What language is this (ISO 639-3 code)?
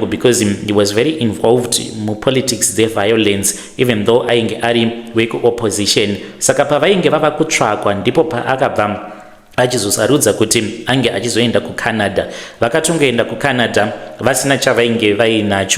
sna